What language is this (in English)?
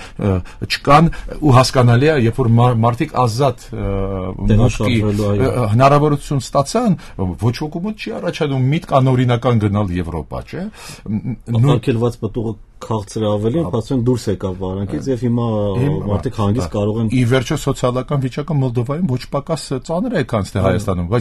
Armenian